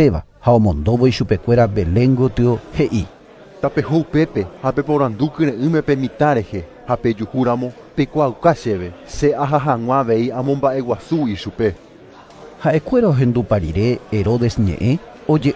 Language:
Guarani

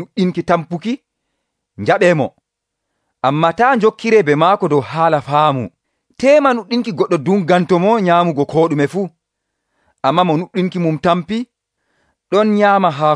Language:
Nigerian Fulfulde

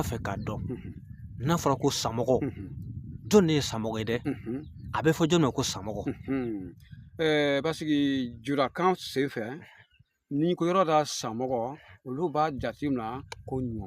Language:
Bambara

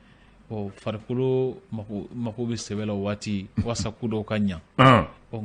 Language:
Bambara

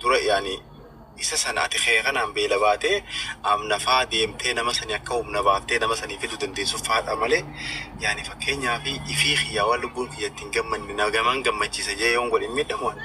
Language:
Oromo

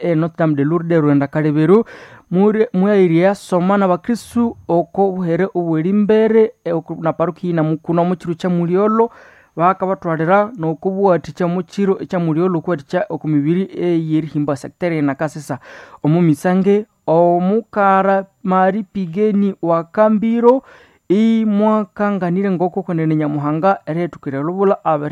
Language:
Nande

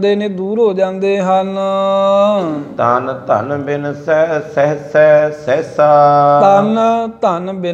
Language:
Punjabi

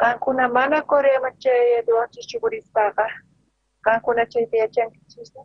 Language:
South Bolivian Quechua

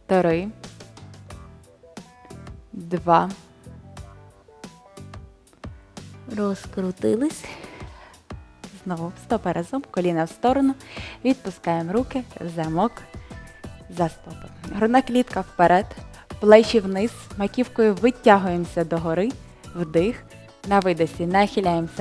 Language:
Ukrainian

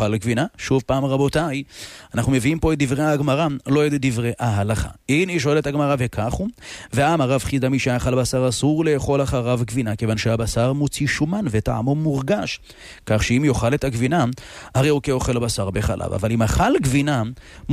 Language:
Hebrew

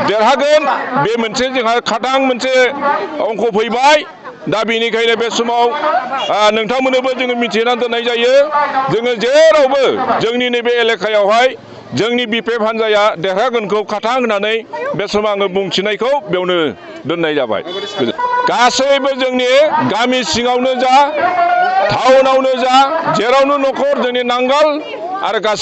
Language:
Bodo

